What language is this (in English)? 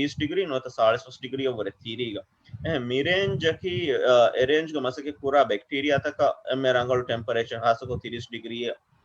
Divehi